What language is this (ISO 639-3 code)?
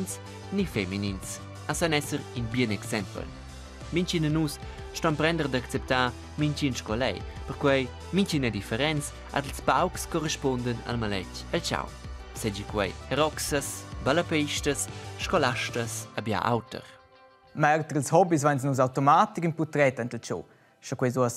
roh